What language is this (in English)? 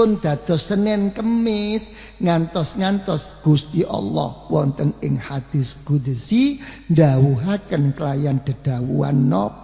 Javanese